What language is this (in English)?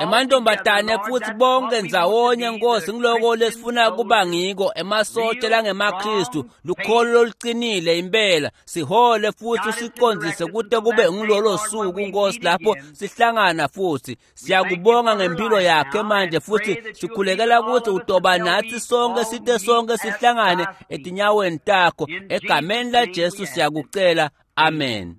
Swati